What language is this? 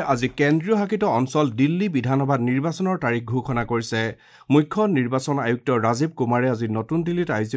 Assamese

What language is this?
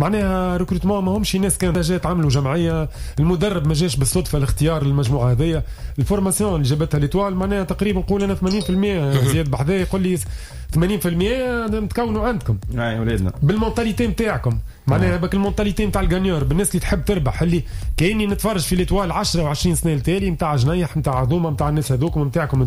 Tunisian Arabic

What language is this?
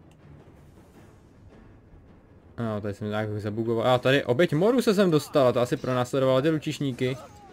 Czech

